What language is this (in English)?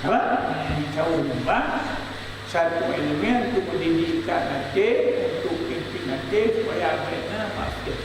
Achinese